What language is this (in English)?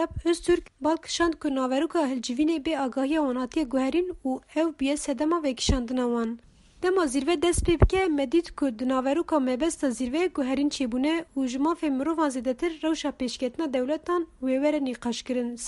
Kurdish